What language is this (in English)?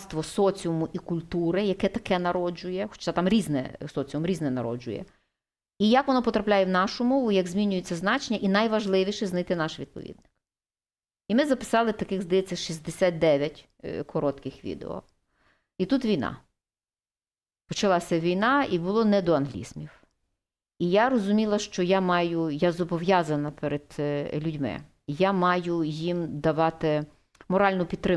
Ukrainian